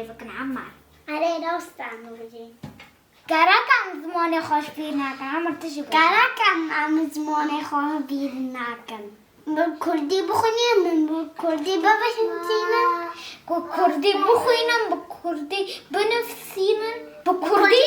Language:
Kurdish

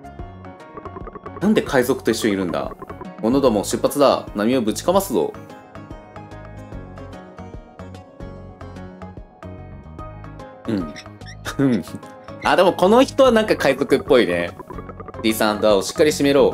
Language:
Japanese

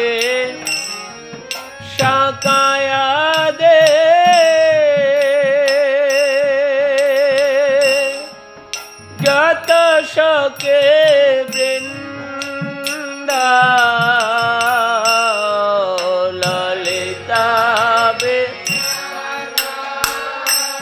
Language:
Bangla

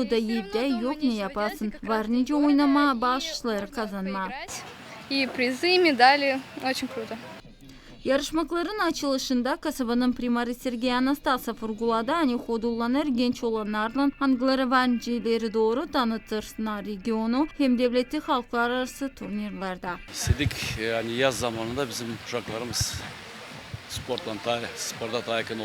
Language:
Gagauz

